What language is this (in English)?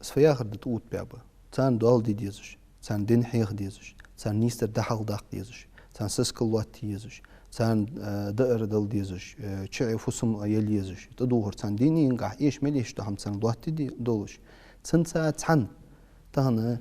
Ingush